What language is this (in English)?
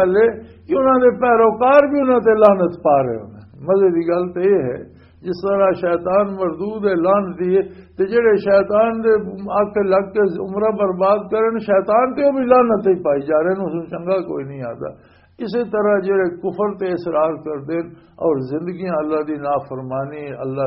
Western Panjabi